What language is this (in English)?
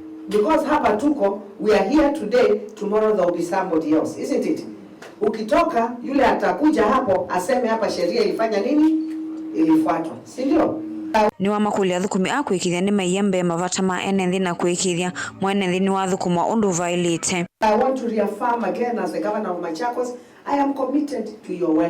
Kamba